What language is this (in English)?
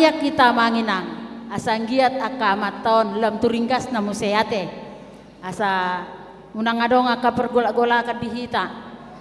Batak Toba